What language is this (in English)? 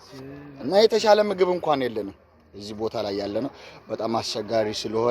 Amharic